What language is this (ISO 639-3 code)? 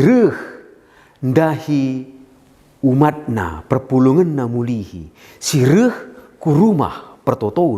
btx